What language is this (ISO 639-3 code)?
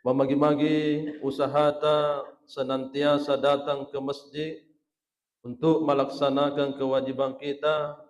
bug